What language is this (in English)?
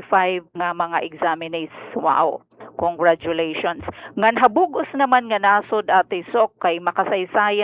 Waray